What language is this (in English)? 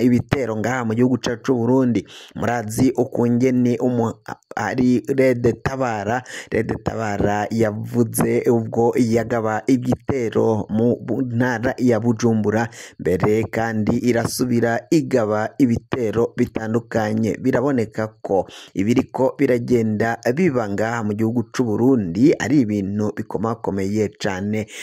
Rundi